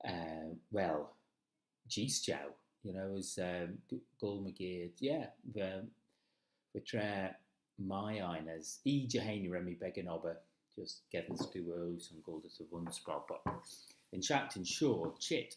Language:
Manx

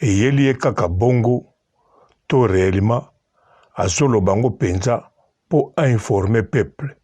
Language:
Lingala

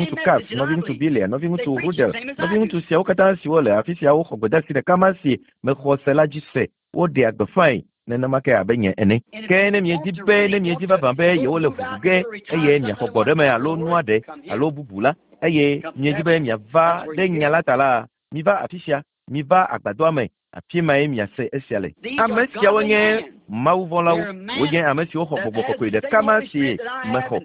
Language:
Ewe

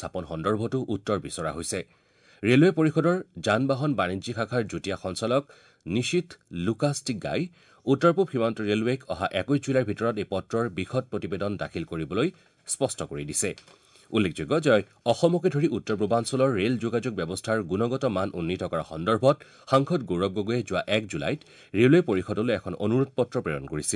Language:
Assamese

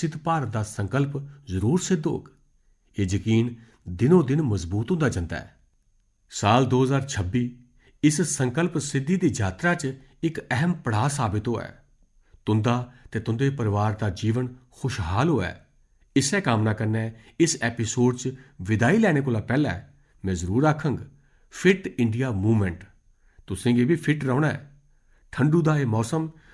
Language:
Dogri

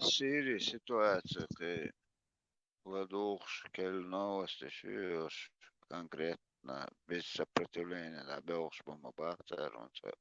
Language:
Chechen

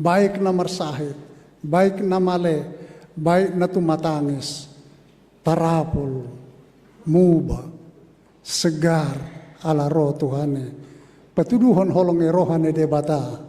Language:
Batak Toba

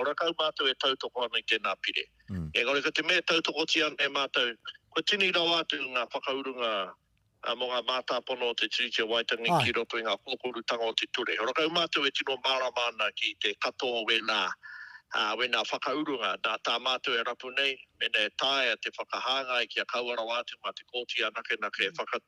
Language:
Māori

